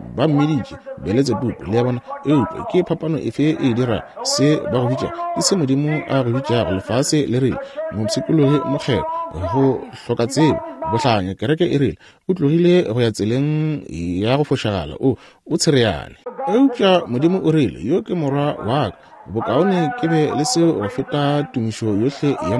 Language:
Northern Sotho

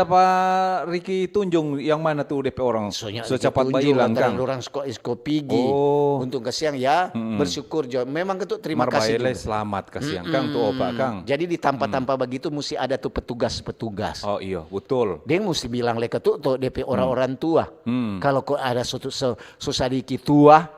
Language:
Manado Malay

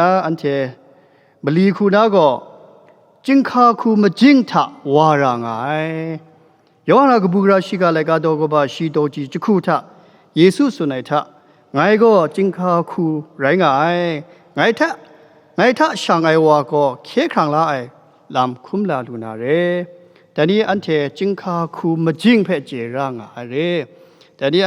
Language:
Kachin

